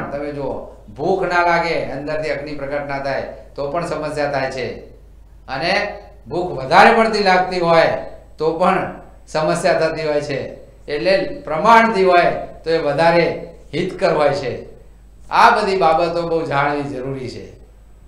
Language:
Gujarati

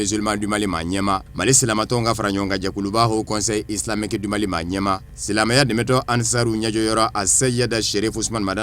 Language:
Bambara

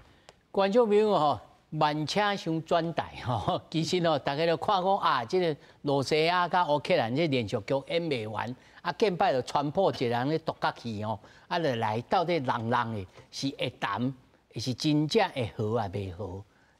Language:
Min Nan Chinese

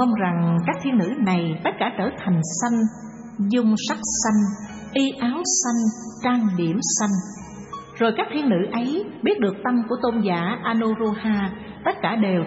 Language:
Vietnamese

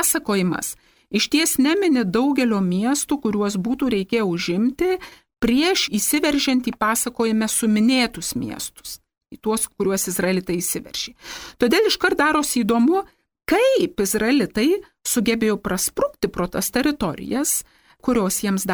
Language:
Lithuanian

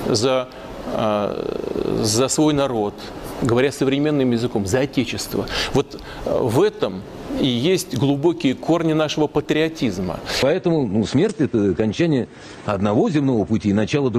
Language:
Russian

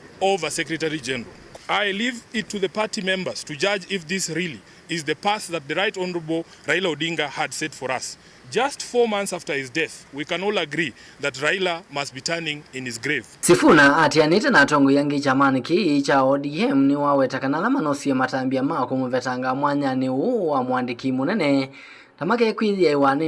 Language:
Kamba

